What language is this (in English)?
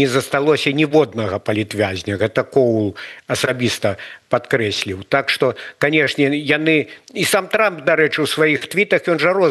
Belarusian